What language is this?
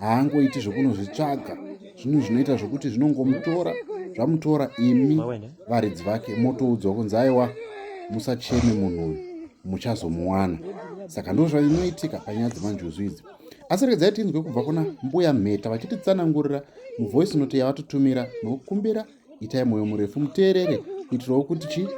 Shona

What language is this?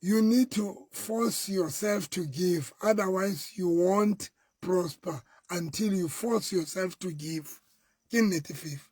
Southern Sotho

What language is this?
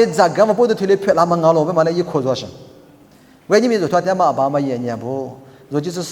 Lisu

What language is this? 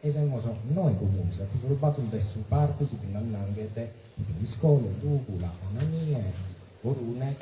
Sardinian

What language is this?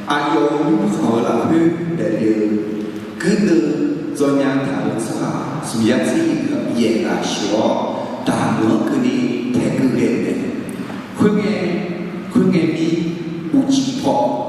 Akha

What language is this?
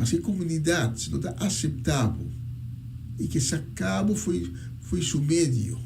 Papiamento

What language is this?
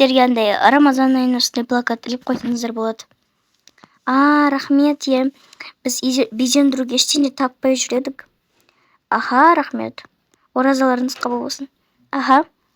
Kazakh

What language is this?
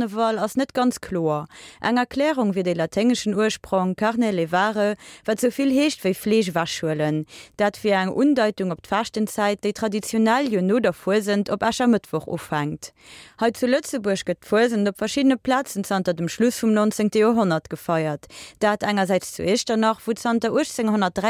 Luxembourgish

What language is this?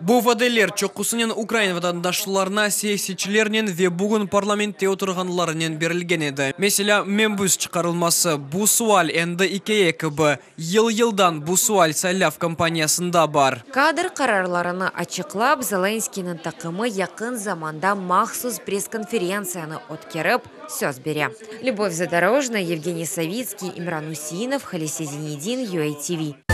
Crimean Tatar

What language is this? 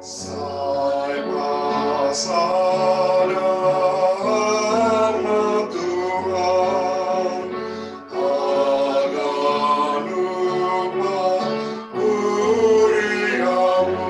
Batak Simalungun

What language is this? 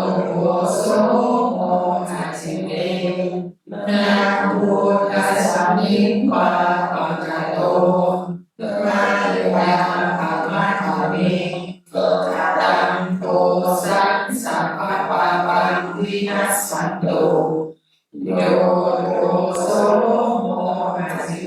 Pali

